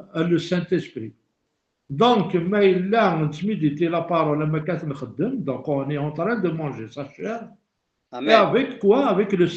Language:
Kabyle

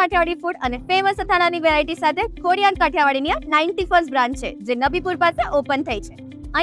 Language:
Gujarati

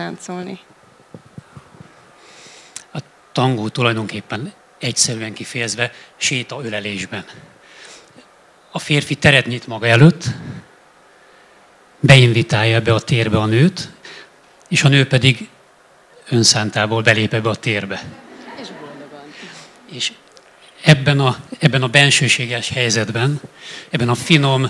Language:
Hungarian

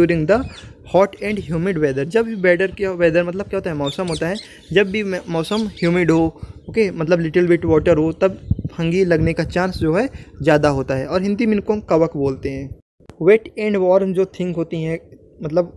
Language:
Hindi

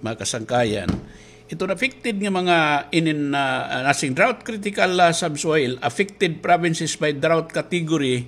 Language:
Waray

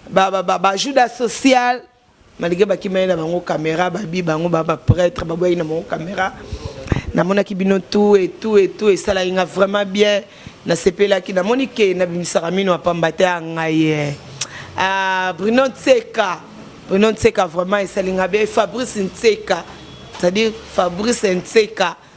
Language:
Lingala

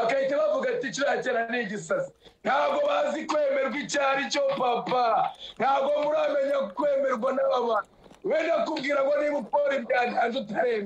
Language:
Kinyarwanda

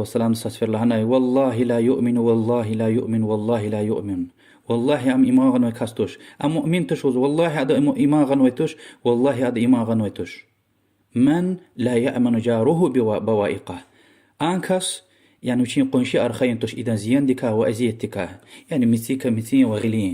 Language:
Lezghian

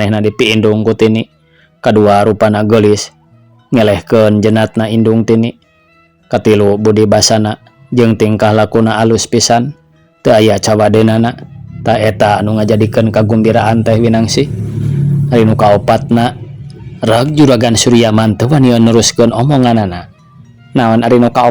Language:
Sundanese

